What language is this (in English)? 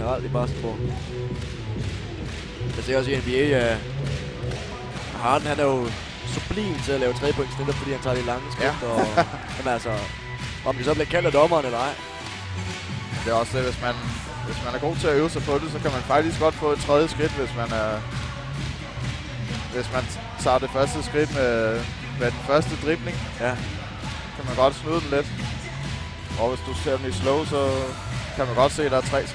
Danish